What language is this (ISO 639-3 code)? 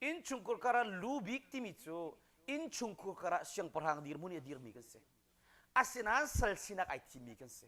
cnh